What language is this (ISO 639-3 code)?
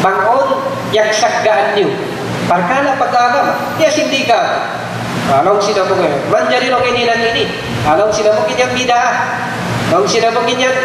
tsg